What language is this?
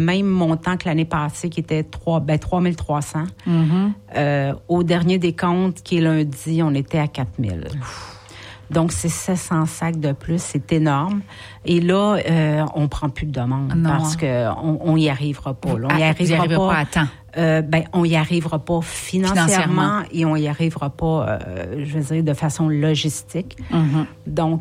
French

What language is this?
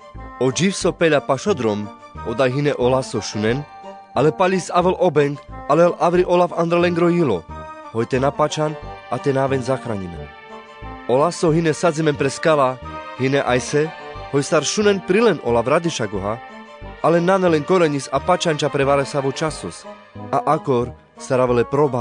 Carpathian Romani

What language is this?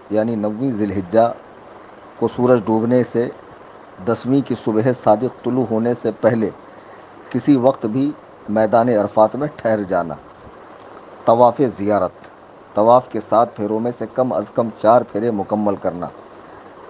Urdu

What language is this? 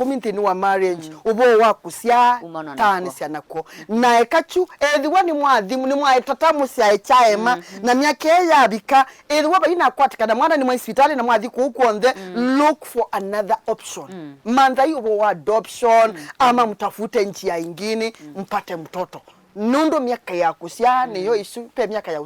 Kamba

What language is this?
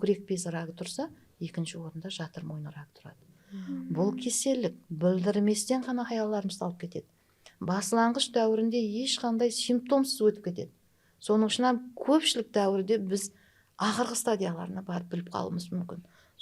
Kara-Kalpak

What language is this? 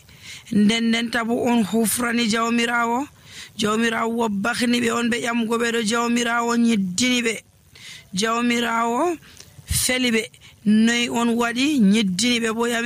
Nigerian Fulfulde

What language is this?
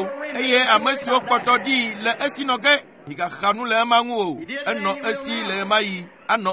Ewe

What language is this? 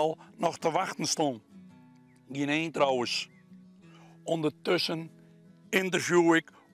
Western Frisian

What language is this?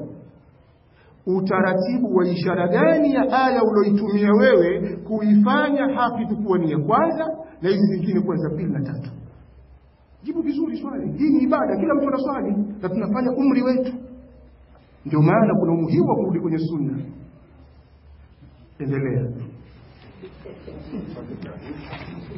Swahili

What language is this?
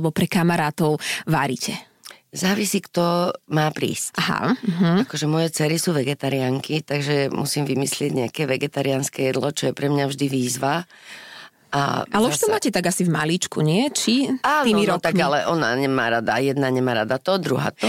Slovak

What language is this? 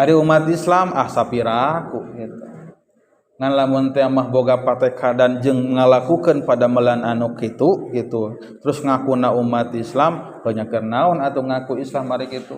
Sundanese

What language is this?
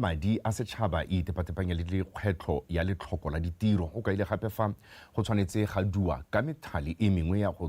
Tswana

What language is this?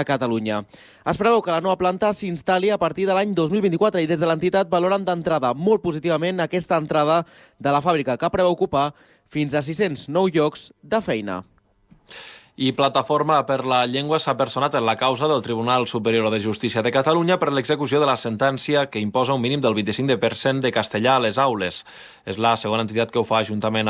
Catalan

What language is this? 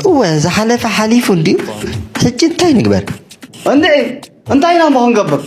Tigrinya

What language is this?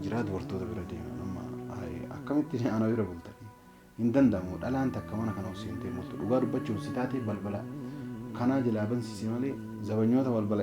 Oromo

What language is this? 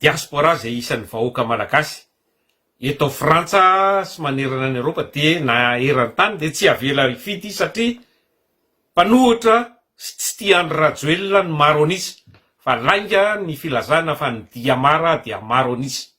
Malagasy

